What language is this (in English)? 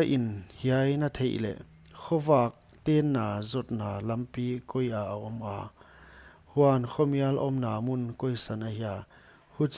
Paite Chin